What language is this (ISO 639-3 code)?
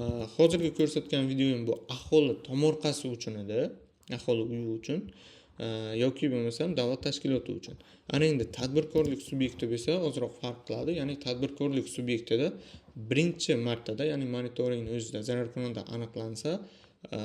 uzb